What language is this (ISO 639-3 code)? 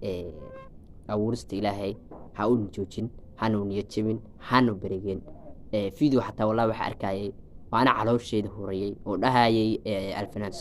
som